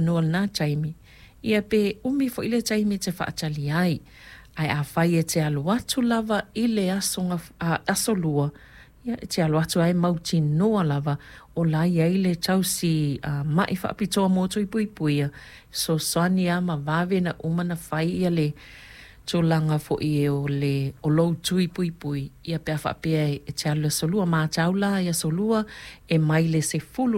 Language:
Samoan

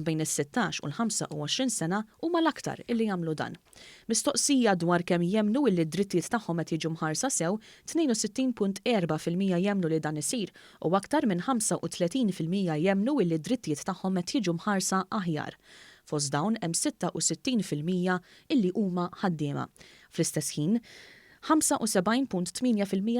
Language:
Maltese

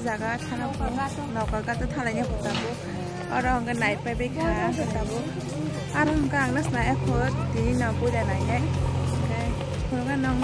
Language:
Kok Borok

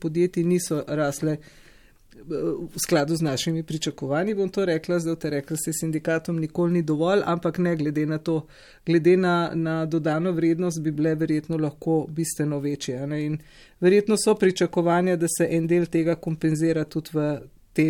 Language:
Slovenian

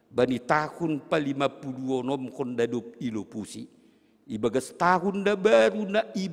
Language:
Batak Simalungun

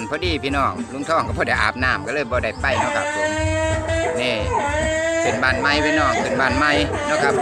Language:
Northeastern Thai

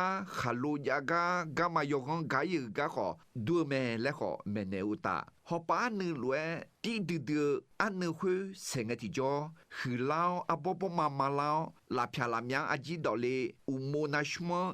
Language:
Akha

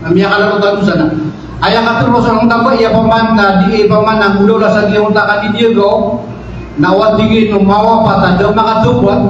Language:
Maranao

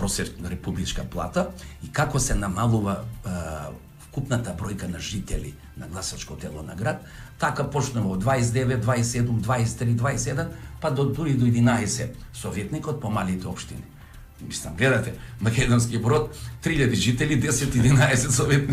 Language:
Macedonian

